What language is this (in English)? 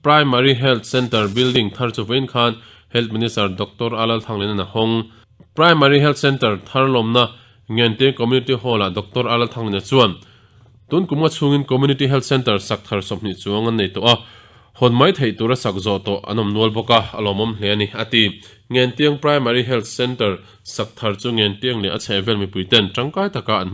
Mizo